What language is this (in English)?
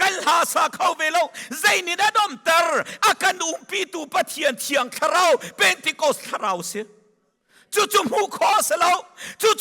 Hakha Chin